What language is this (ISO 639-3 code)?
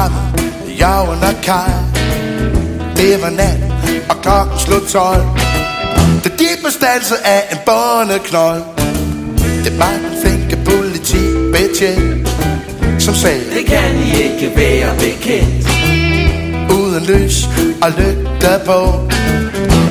dan